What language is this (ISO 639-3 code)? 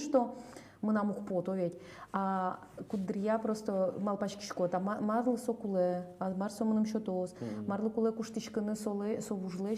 udm